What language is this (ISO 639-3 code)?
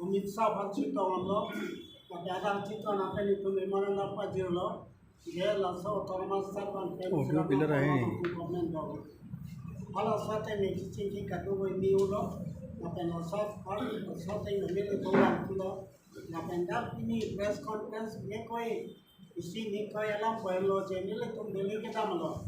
mjw